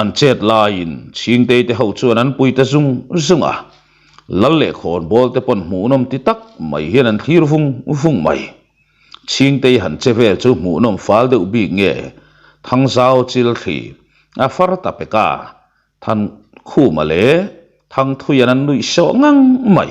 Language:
Mizo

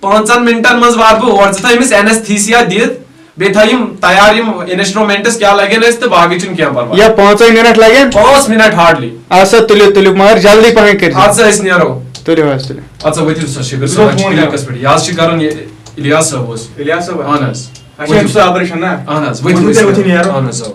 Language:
Kashmiri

